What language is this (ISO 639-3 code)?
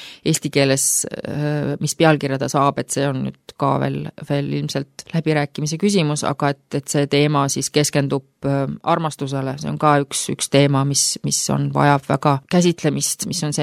est